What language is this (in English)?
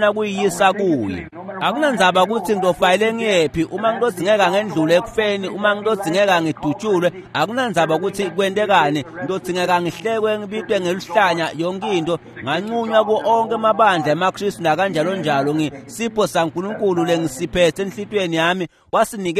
Swati